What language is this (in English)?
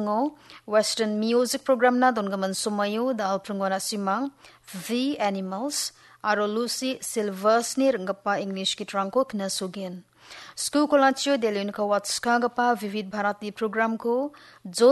Garo